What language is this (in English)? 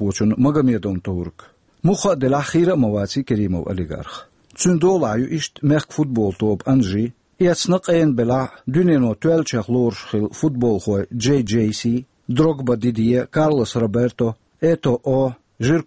Chechen